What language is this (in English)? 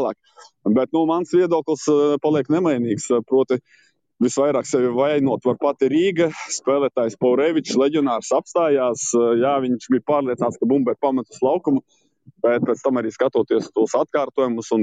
Latvian